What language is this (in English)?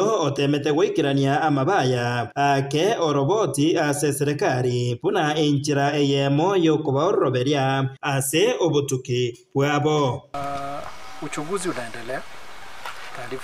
Gusii